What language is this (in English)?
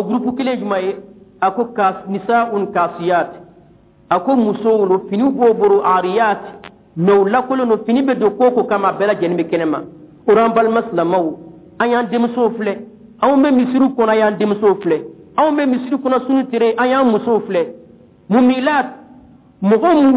Dyula